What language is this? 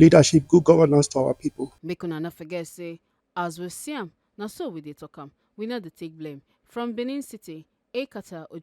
Nigerian Pidgin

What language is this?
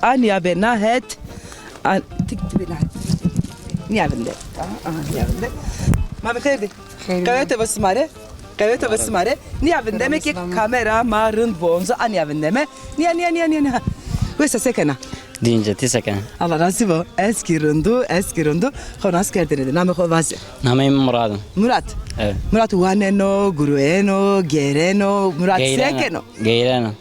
Zaza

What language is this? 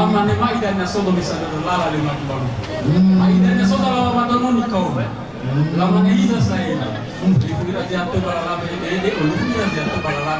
Nias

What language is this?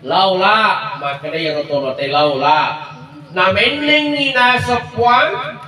Buginese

